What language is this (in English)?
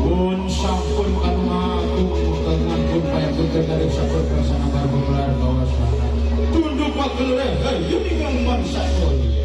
Sundanese